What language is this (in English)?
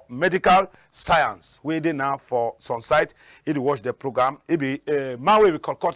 Cameroon Pidgin